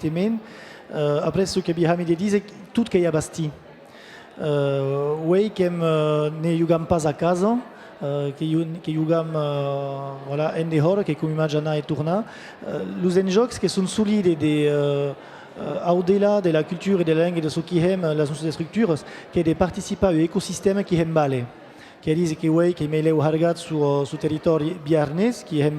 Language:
Occitan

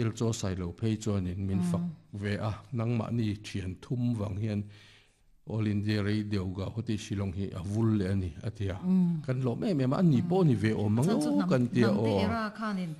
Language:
Mizo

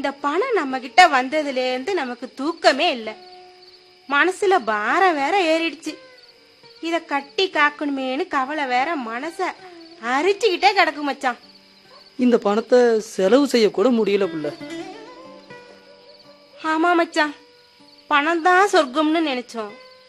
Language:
Tamil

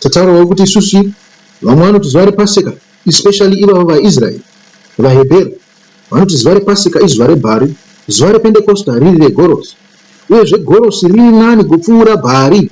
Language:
Shona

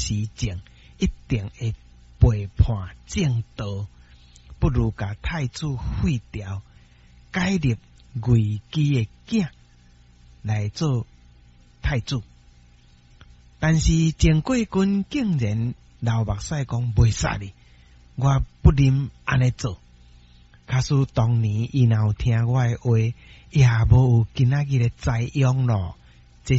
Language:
Min Nan Chinese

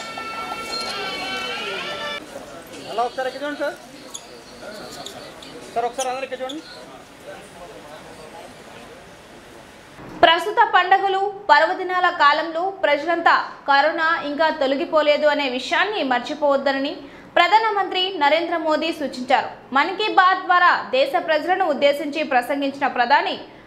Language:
Telugu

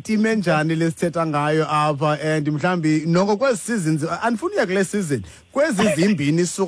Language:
Xhosa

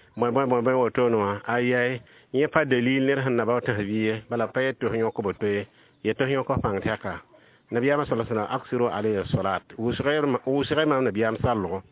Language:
Mossi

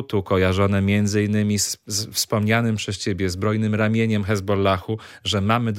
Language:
Polish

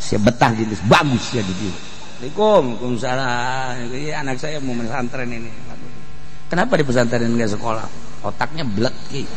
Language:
Sundanese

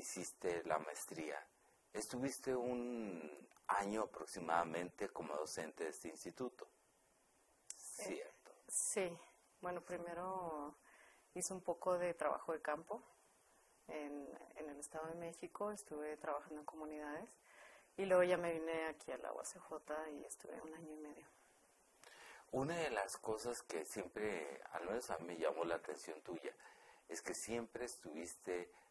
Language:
Spanish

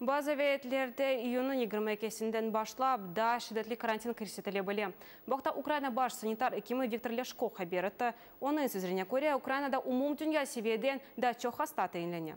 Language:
Crimean Tatar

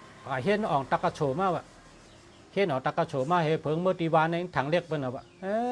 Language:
Shan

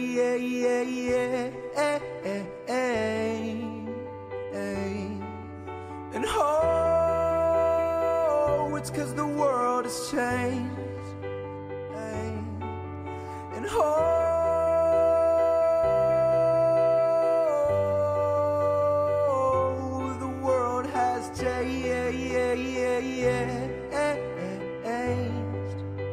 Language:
English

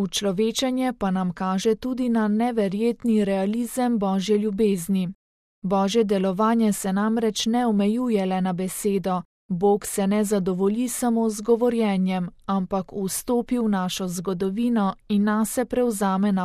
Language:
Slovenian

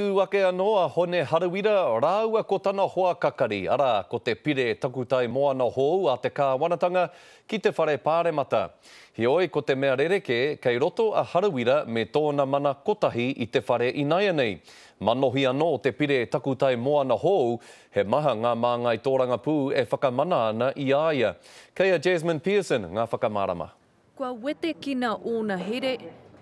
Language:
Māori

